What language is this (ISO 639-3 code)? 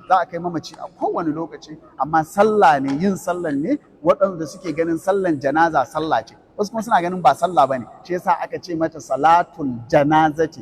hau